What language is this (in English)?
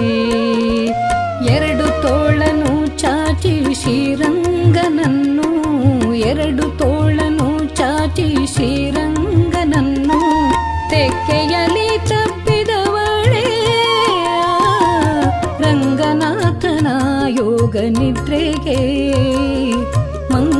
Kannada